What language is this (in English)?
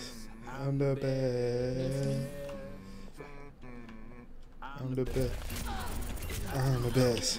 English